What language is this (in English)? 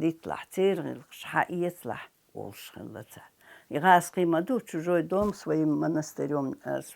Chechen